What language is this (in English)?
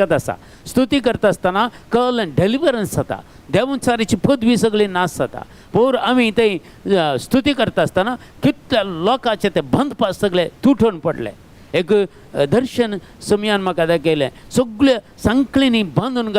Konkani